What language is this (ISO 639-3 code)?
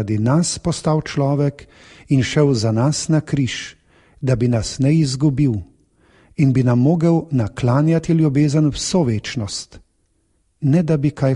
slv